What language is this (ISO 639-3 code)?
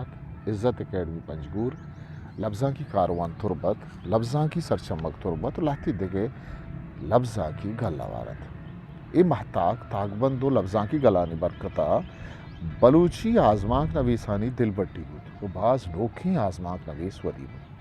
bgp